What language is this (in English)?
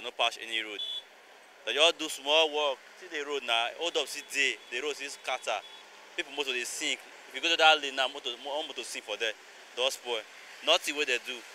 Nigerian Pidgin